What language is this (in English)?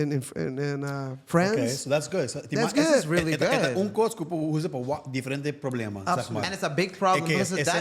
Papiamento